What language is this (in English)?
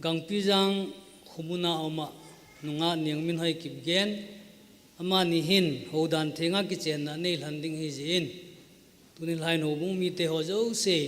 Thado Chin